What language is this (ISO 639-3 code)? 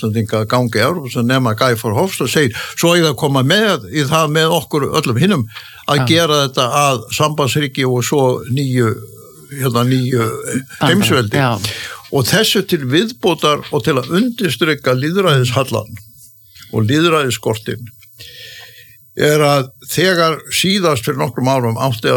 isl